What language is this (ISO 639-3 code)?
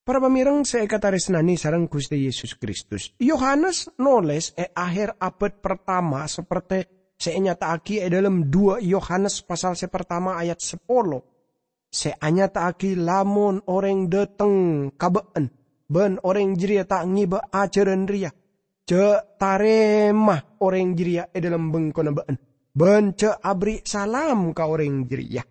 mad